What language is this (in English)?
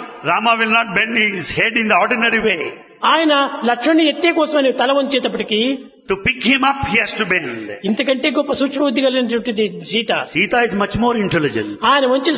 Telugu